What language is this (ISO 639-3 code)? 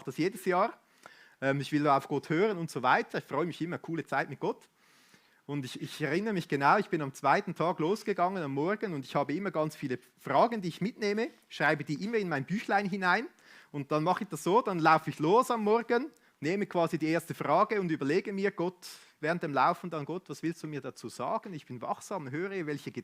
gsw